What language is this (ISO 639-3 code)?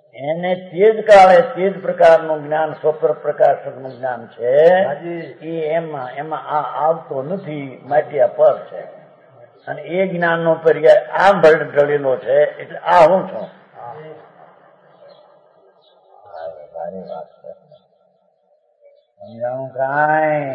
guj